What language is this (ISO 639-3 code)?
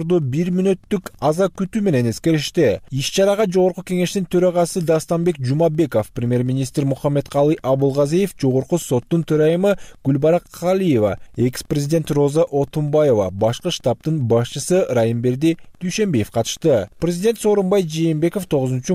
kir